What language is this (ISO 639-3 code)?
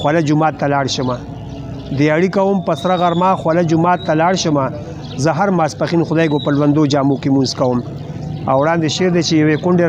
pus